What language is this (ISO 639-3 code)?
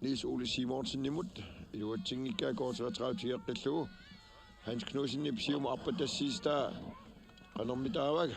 kal